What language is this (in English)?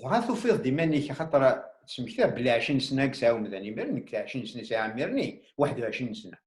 Kabyle